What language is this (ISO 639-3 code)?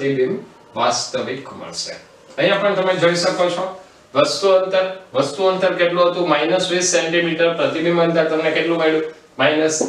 guj